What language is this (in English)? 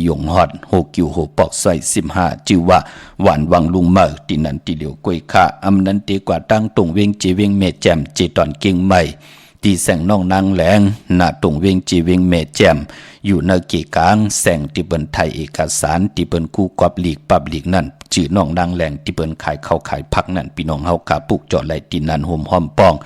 Shan